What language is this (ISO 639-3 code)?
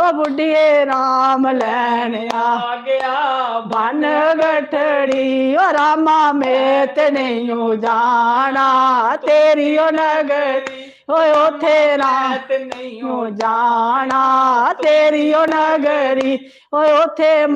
doi